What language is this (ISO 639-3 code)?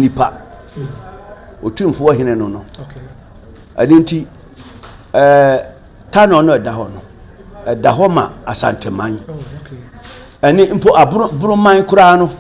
aka